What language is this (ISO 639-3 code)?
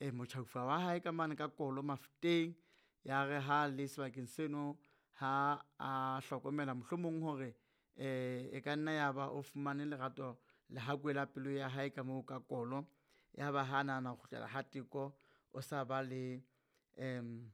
sot